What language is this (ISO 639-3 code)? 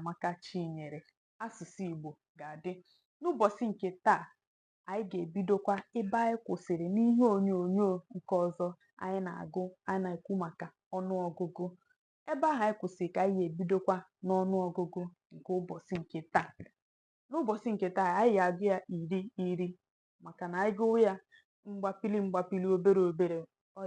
ibo